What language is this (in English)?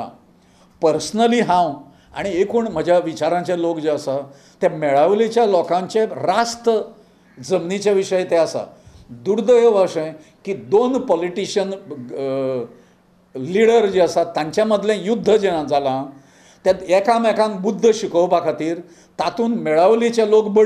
Konkani